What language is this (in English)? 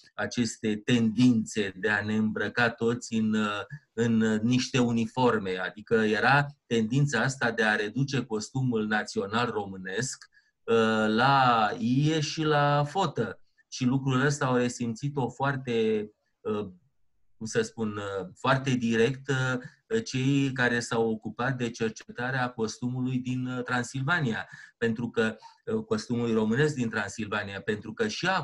Romanian